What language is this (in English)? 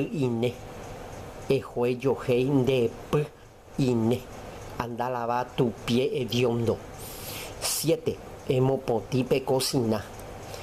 Guarani